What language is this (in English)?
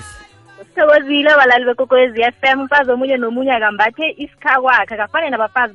South Ndebele